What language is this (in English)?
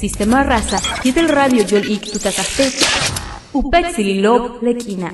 Yucateco